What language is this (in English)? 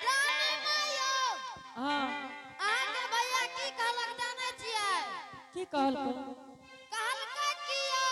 Angika